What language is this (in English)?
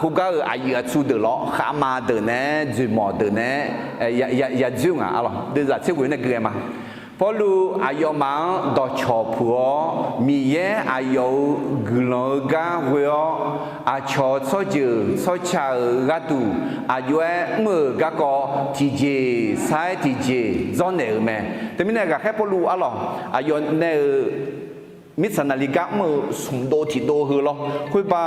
Akha